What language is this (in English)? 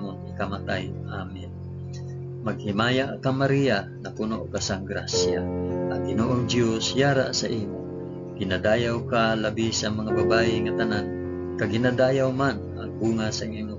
Hiligaynon